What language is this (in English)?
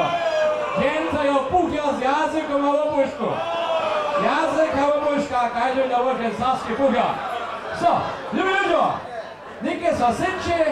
Upper Sorbian